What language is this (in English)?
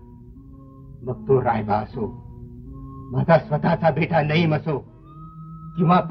Marathi